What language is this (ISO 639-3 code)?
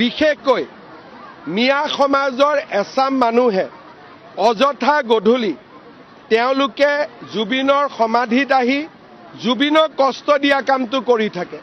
asm